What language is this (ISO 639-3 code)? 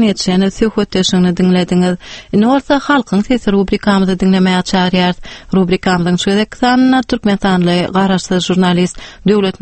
tuk